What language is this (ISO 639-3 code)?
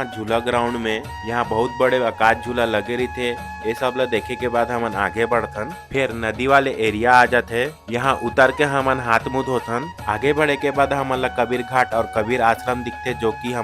hne